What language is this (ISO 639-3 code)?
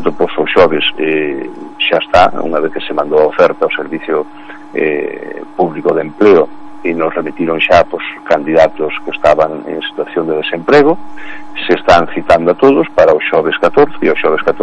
glg